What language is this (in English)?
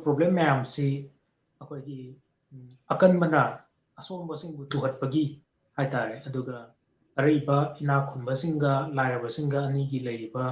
Manipuri